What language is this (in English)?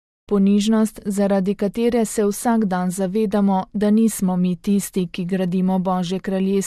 Slovenian